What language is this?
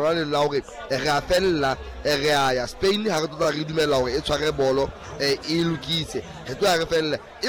Southern Sotho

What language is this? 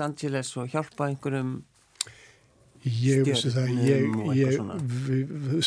Icelandic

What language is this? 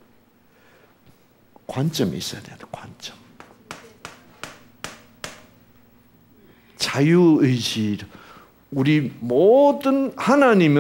Korean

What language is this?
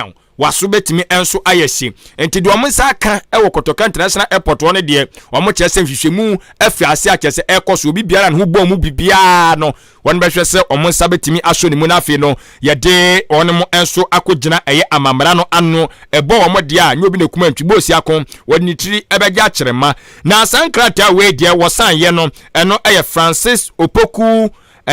Akan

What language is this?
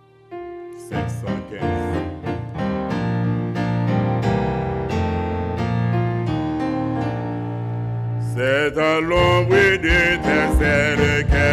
French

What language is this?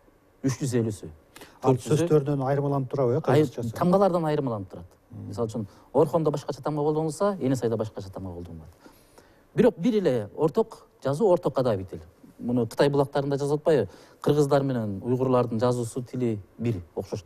Kyrgyz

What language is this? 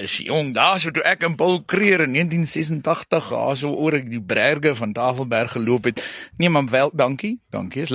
Afrikaans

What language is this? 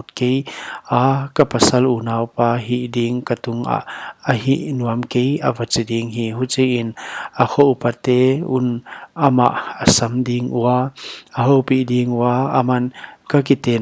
Paite Chin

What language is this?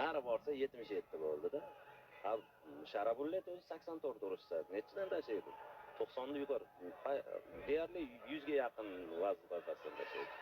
Uzbek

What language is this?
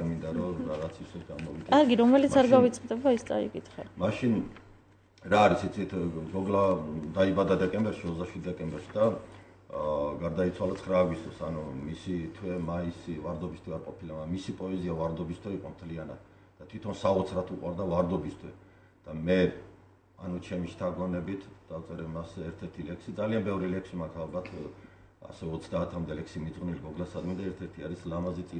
Georgian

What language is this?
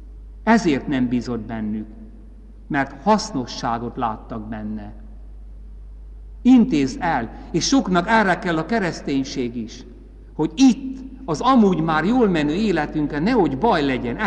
Hungarian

